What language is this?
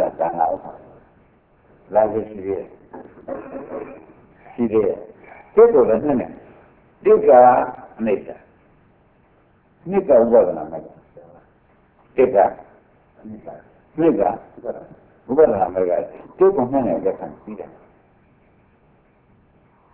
Burmese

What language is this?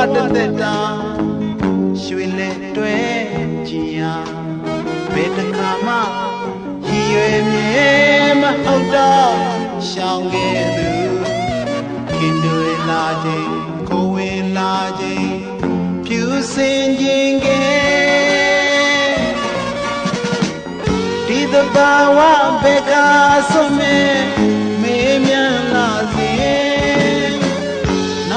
Burmese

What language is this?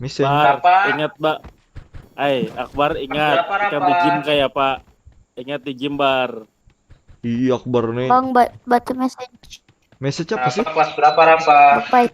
Banjar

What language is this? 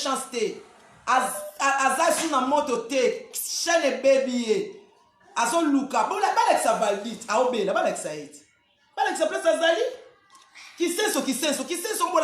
Lingala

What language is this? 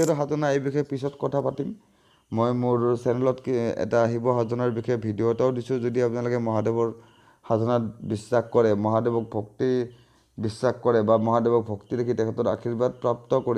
Assamese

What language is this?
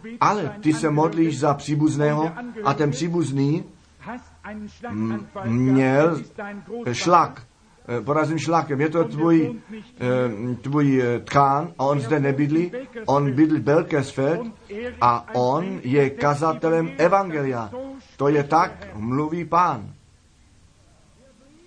Czech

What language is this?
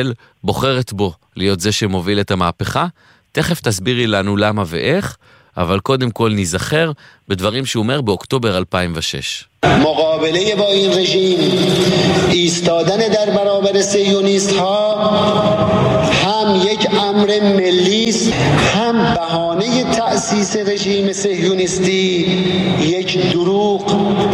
Hebrew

